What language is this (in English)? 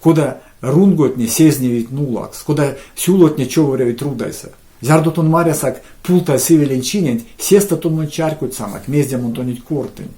Erzya